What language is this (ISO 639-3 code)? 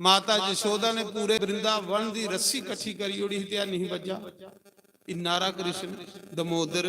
doi